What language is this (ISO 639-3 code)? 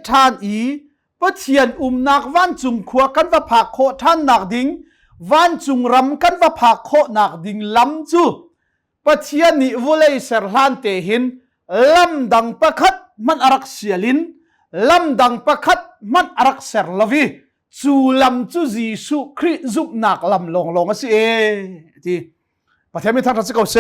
cnh